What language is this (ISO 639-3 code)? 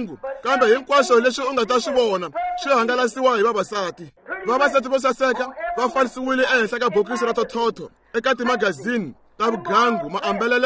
tso